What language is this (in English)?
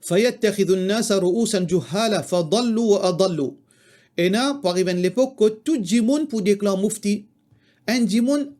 Morisyen